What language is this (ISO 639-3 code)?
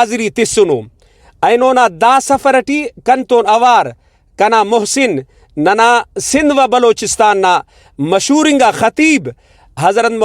brh